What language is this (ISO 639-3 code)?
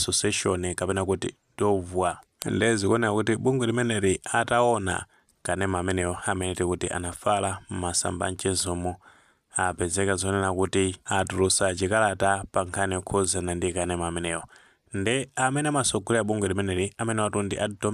nya